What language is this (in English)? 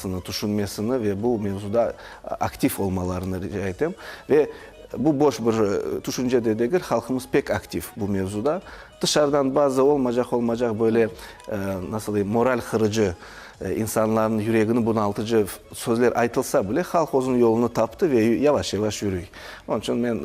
Crimean Tatar